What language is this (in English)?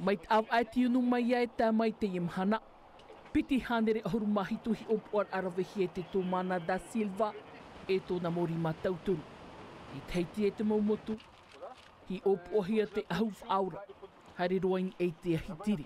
Tahitian